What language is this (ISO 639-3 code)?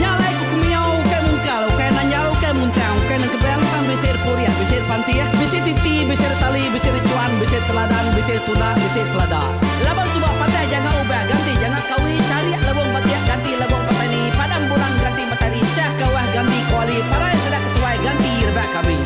iba